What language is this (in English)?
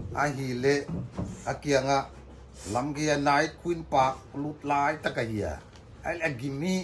Paite Chin